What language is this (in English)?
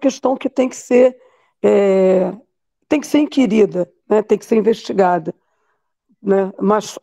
Portuguese